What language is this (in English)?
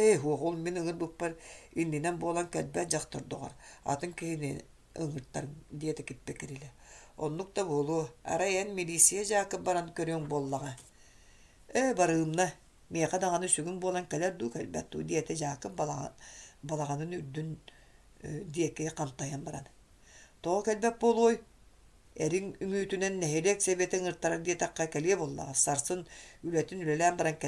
Yakut